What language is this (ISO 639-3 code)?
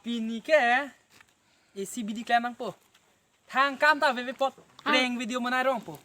mjw